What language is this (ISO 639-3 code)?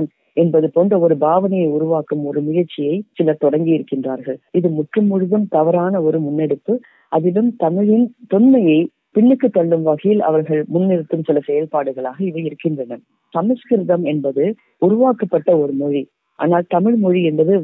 tam